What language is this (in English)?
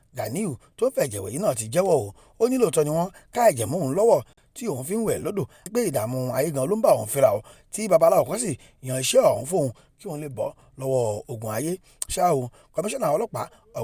Yoruba